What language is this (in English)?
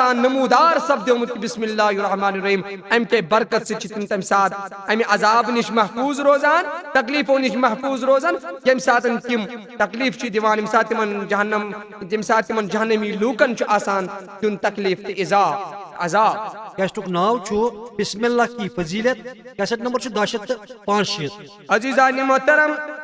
Kashmiri